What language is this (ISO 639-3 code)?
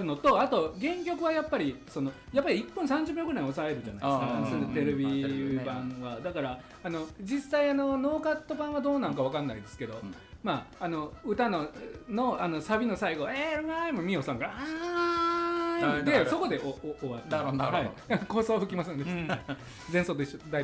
jpn